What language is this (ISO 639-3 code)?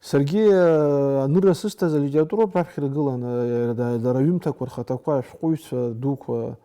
abk